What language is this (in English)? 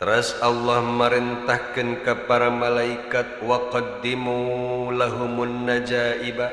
Sundanese